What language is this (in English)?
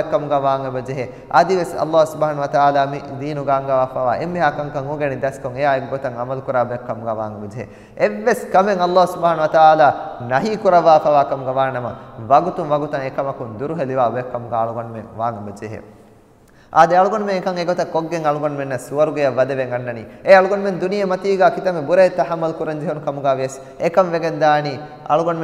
Divehi